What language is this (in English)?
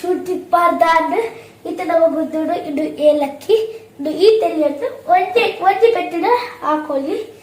Tulu